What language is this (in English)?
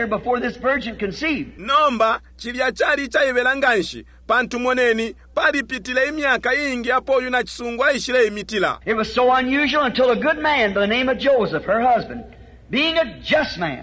Bemba